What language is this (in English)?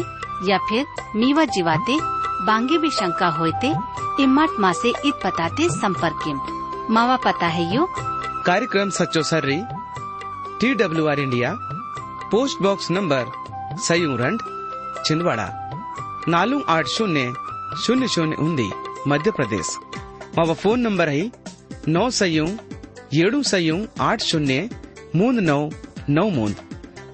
Gondi